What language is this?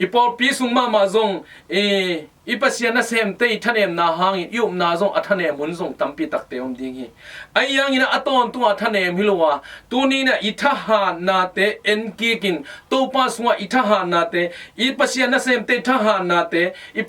Tedim Chin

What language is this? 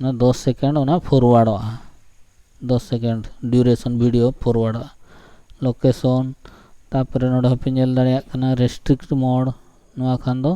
Santali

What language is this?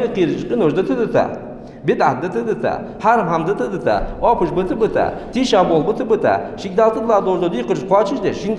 Ingush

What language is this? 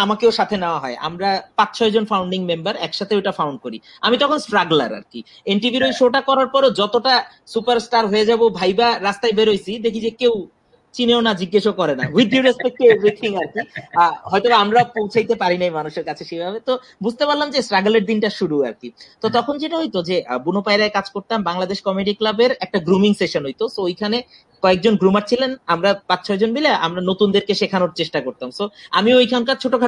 Bangla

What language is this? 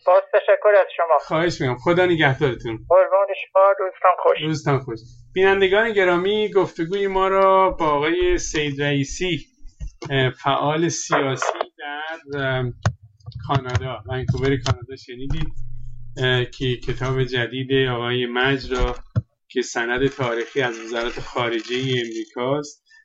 Persian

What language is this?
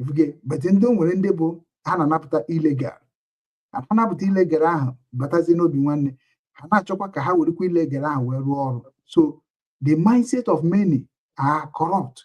Igbo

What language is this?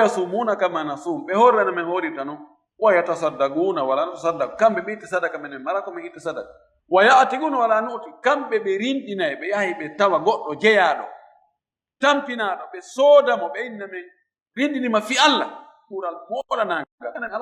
Fula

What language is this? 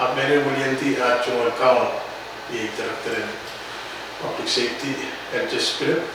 Pohnpeian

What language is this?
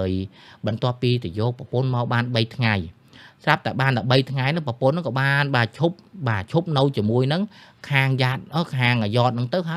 Khmer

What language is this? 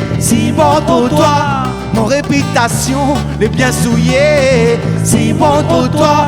Réunion Creole French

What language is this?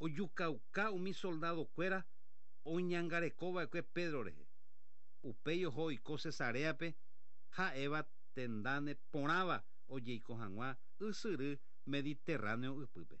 Guarani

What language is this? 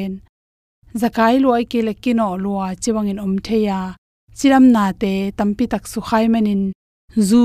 Tedim Chin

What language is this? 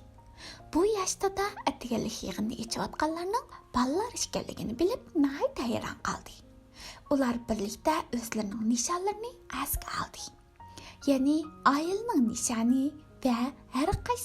Uyghur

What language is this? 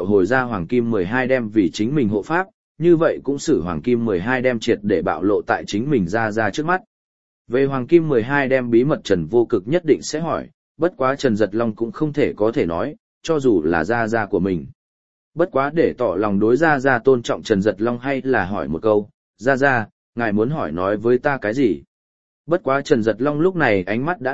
Vietnamese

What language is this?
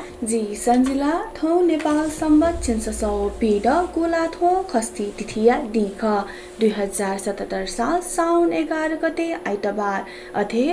Newari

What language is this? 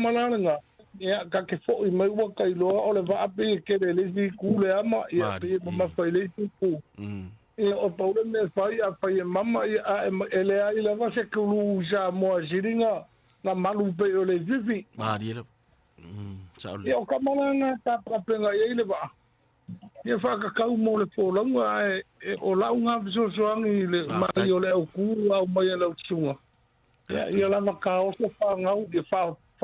Samoan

